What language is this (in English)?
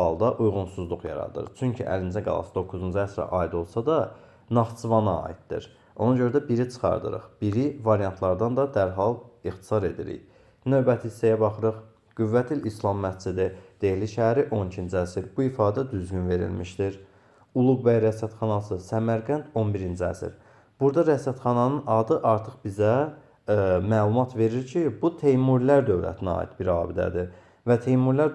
Azerbaijani